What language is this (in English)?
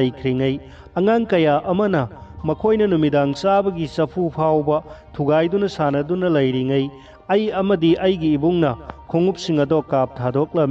Manipuri